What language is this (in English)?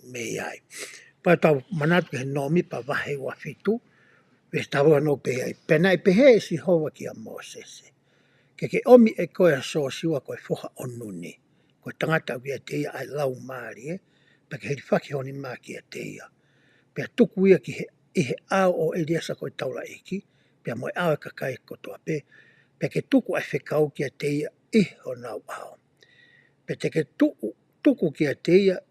Tongan